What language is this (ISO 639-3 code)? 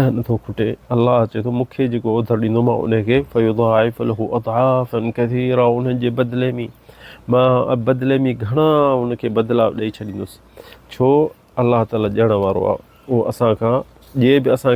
snd